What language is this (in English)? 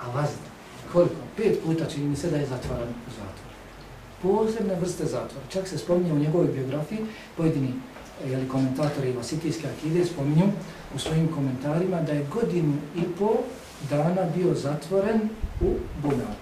Bosnian